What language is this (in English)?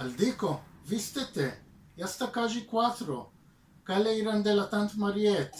Ladino